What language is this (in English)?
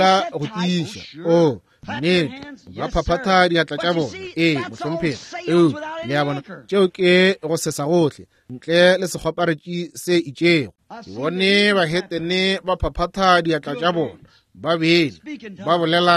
Northern Sotho